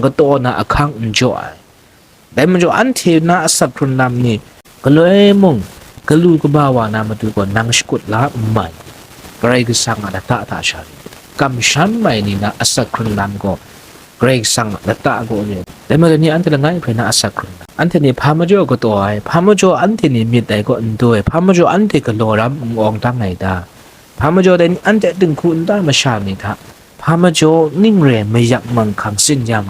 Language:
Kachin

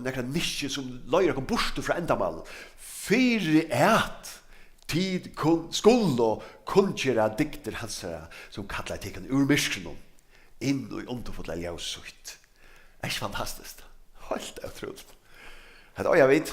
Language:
Faroese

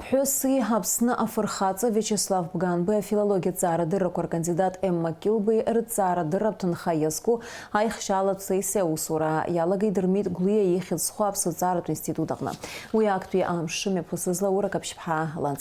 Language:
Abkhazian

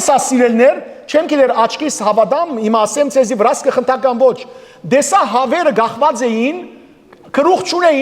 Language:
Western Armenian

